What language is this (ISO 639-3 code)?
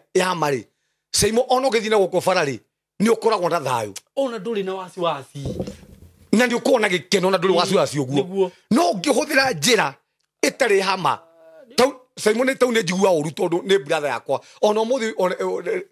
kik